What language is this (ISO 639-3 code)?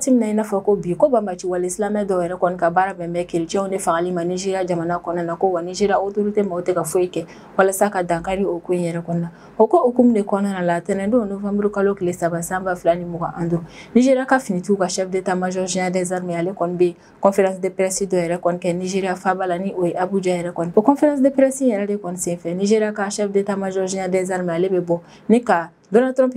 bam